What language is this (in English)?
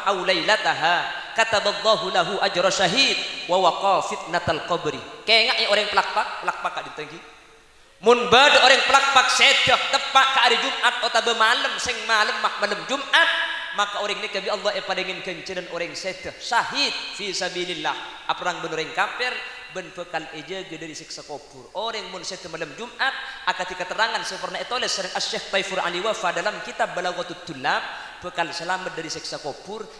Madurese